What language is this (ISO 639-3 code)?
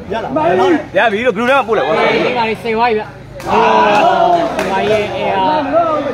mya